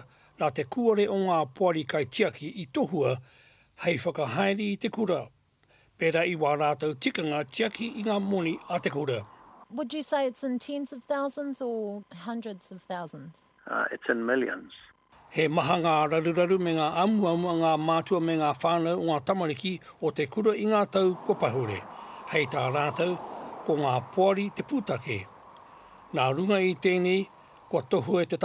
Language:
Māori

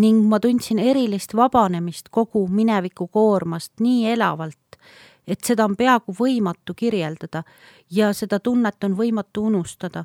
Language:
Estonian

